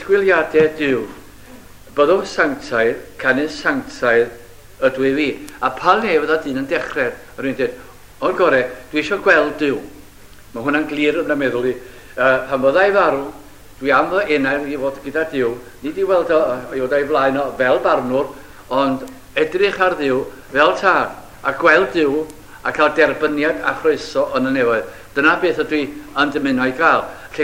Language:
Welsh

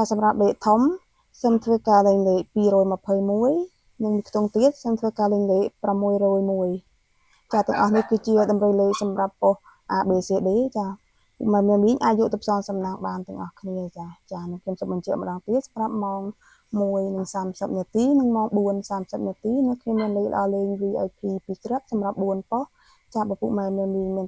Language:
Khmer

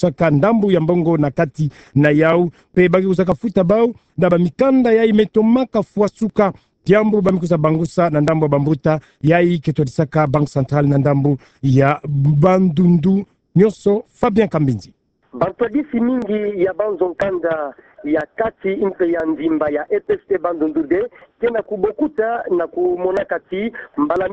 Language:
Kituba (Democratic Republic of Congo)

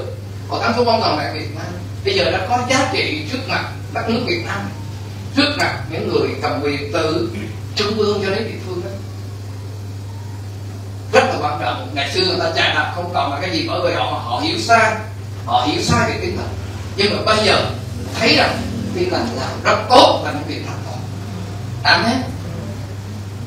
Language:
Vietnamese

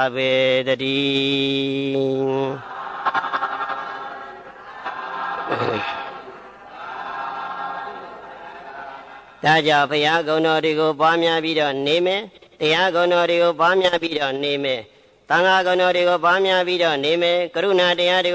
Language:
Burmese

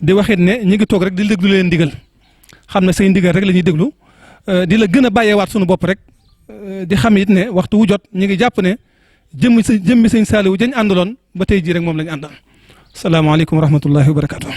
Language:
Wolof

